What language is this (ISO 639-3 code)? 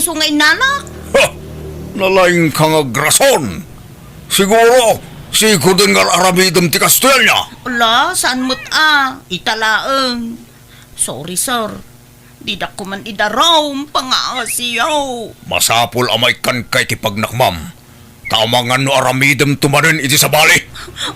ilo